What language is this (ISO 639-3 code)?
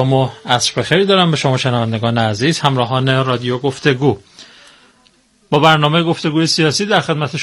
fas